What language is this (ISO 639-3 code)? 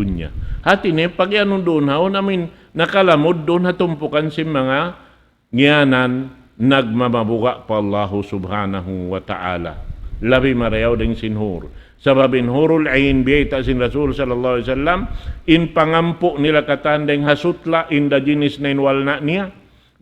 tsg